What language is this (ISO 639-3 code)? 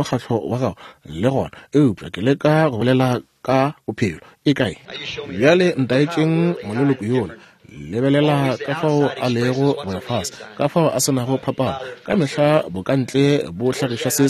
nso